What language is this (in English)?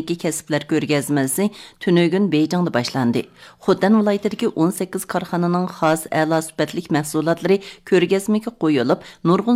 Uyghur